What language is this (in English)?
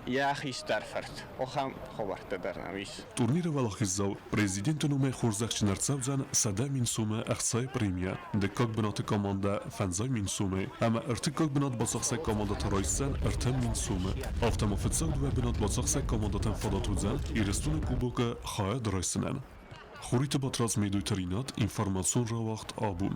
Ossetic